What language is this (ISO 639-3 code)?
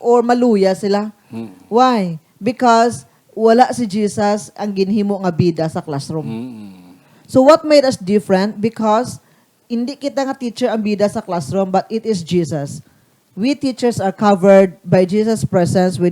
hil